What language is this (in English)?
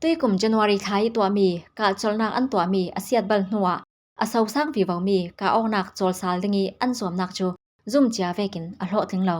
Falam Chin